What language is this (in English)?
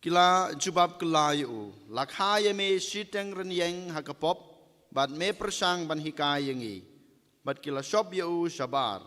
Khasi